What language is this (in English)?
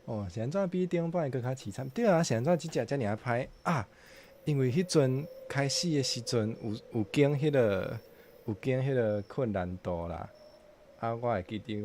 Min Nan Chinese